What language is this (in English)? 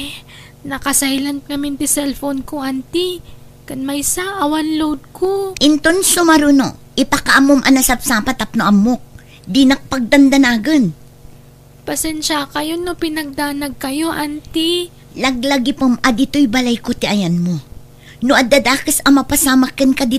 Iloko